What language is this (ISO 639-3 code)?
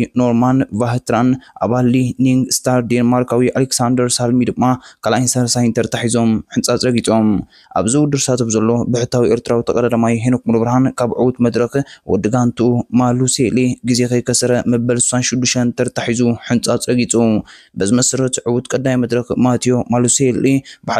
tir